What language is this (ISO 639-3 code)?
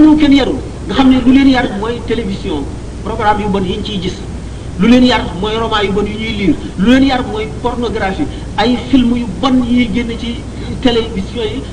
wol